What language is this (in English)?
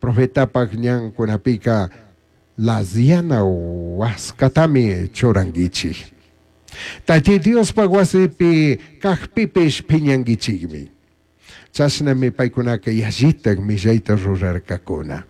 Chimborazo Highland Quichua